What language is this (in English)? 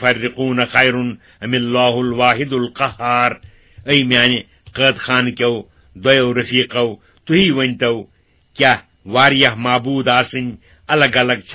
Kashmiri